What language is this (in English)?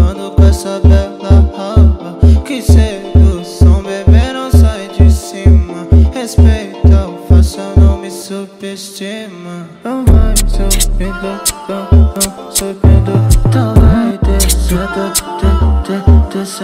Portuguese